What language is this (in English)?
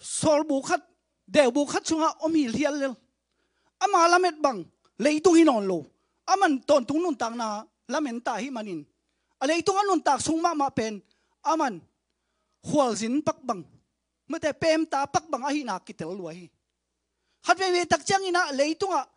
Tedim Chin